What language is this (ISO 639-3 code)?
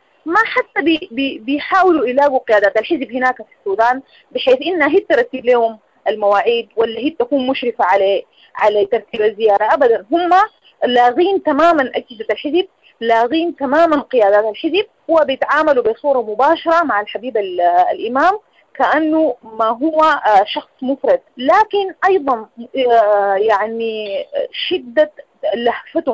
apd